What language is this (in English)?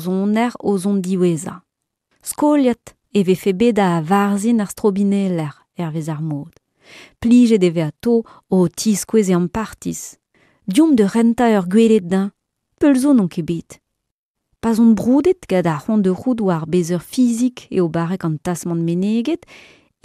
Breton